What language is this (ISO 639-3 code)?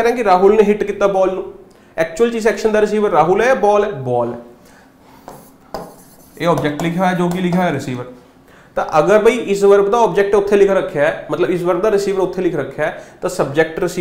pan